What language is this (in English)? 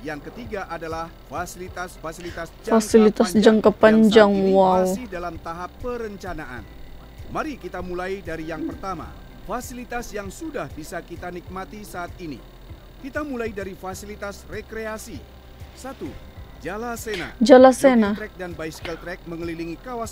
Indonesian